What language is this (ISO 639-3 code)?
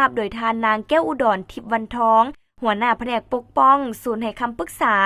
lao